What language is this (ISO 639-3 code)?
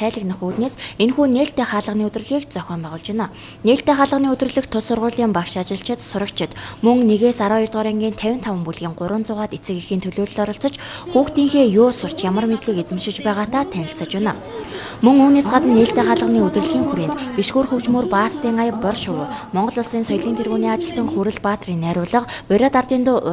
mon